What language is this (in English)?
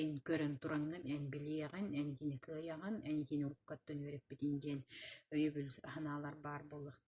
Yakut